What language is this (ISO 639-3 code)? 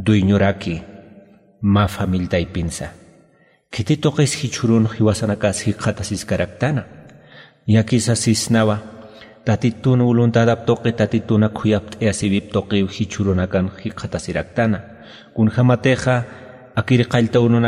aym